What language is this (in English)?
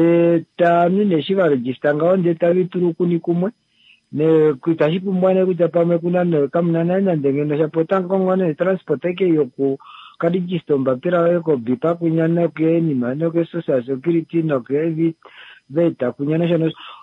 Kuanyama